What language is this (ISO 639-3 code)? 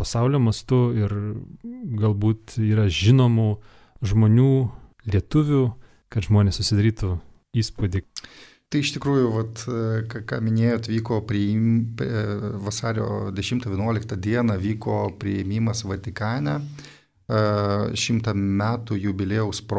lit